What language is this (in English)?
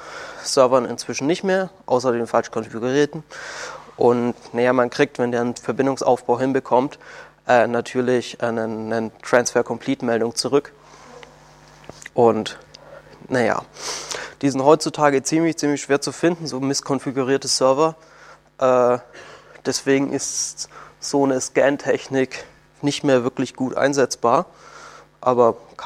German